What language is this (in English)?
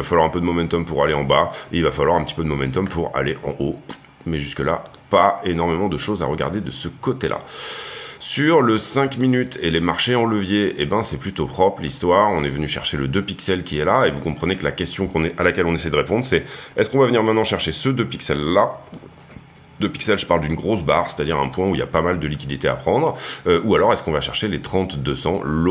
French